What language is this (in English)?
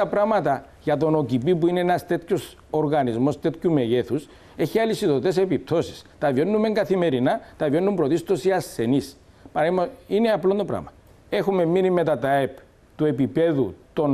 Greek